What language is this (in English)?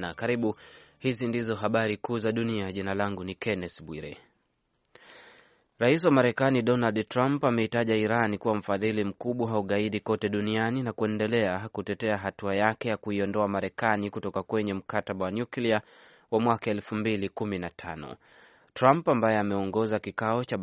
Swahili